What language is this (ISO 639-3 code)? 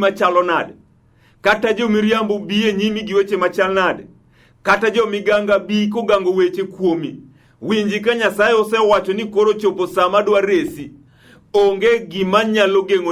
luo